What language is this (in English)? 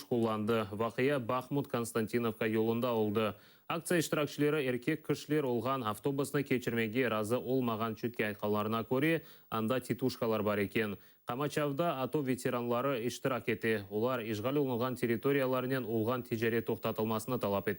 Crimean Tatar